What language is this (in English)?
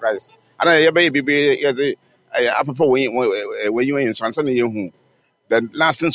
Akan